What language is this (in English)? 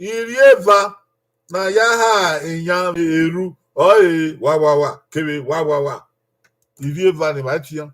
Bini